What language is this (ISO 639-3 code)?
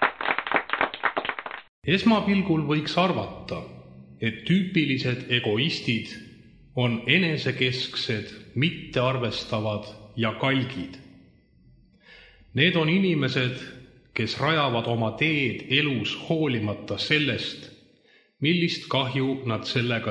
est